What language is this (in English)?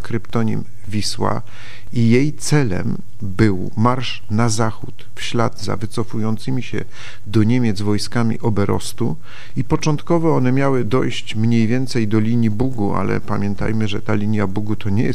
Polish